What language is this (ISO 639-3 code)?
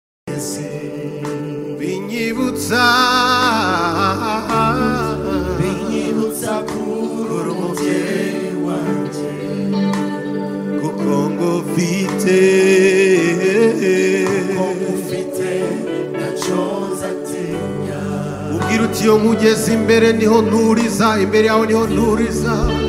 kin